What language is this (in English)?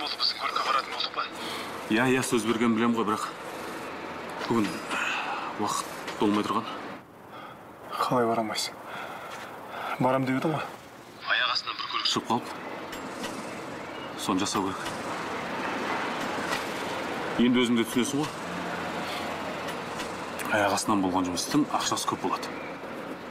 Kazakh